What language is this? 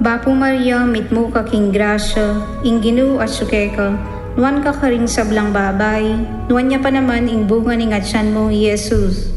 Pampanga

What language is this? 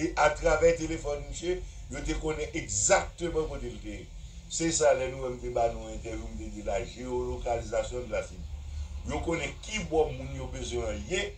Haitian Creole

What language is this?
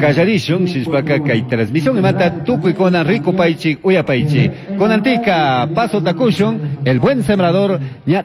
Chimborazo Highland Quichua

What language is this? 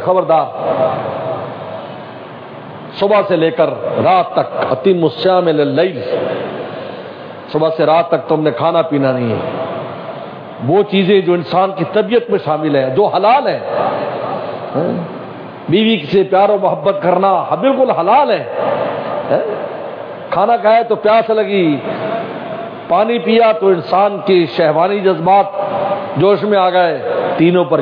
Urdu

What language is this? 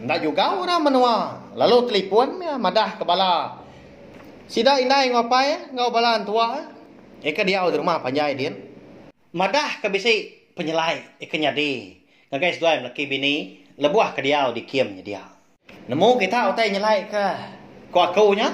Iban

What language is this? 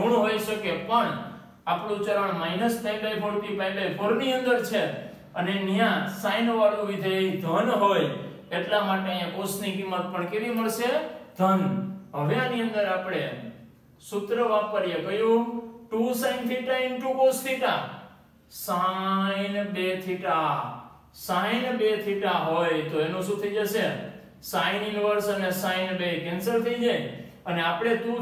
Gujarati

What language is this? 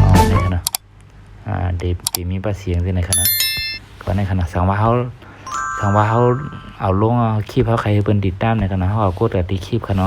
Shan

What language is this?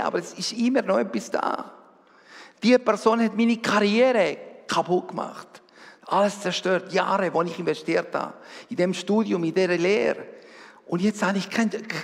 Swiss German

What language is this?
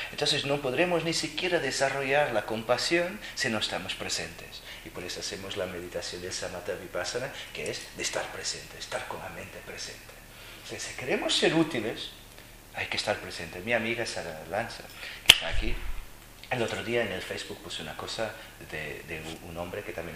Spanish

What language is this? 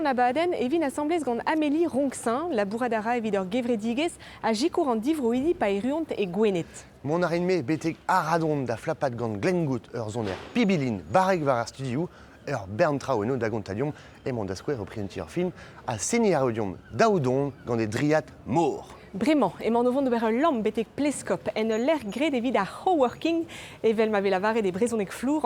Breton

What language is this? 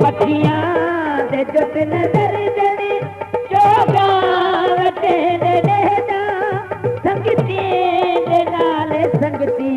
Saraiki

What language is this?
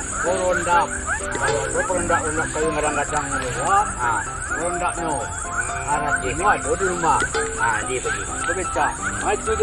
Minangkabau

